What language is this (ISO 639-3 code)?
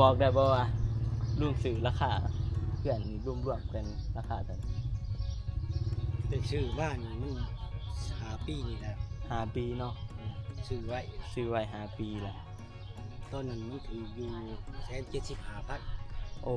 tts